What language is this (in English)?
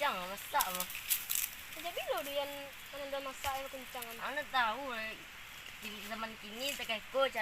Minangkabau